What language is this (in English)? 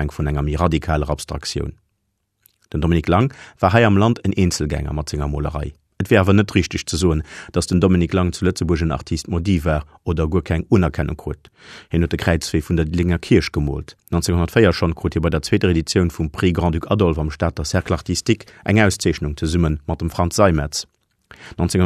Luxembourgish